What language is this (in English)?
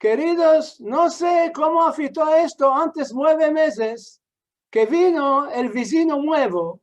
Ladino